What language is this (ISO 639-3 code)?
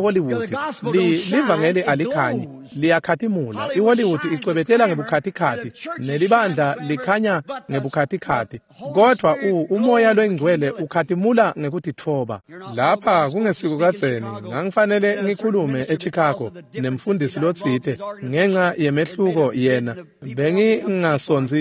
ssw